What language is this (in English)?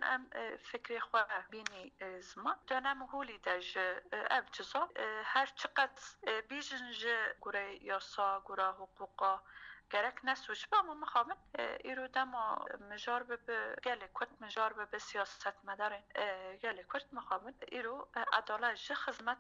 Kurdish